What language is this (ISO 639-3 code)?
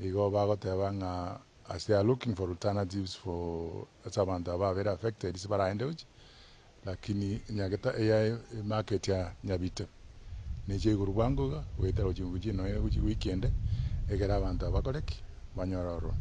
guz